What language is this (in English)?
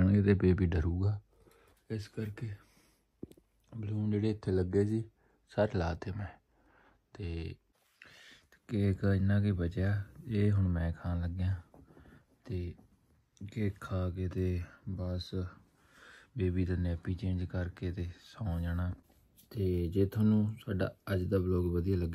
Punjabi